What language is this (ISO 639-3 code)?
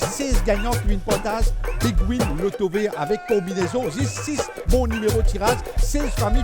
mfe